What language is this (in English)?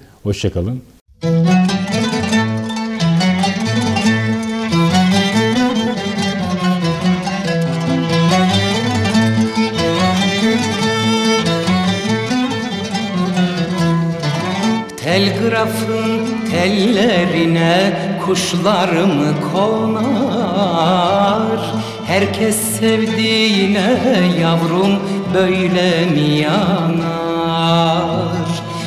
Turkish